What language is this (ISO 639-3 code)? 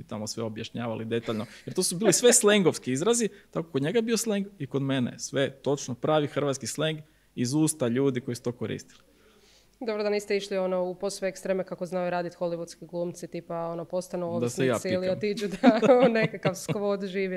hrv